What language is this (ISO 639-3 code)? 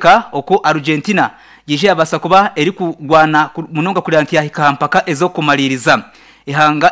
nyn